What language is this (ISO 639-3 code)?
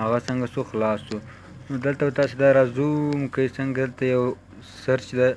pus